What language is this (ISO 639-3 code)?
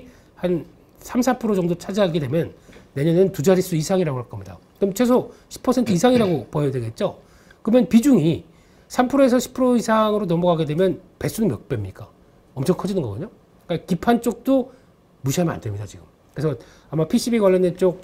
kor